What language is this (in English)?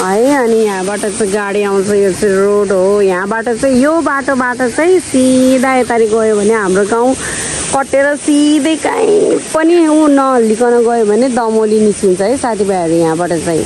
Nepali